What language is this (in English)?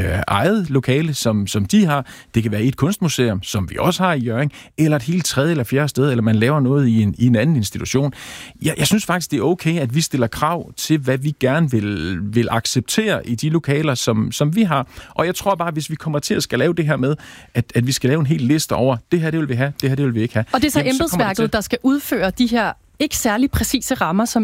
Danish